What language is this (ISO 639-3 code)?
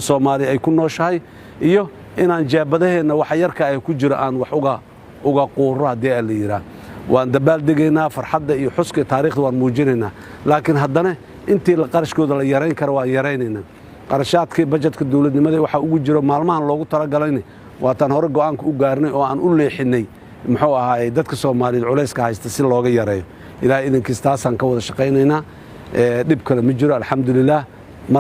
som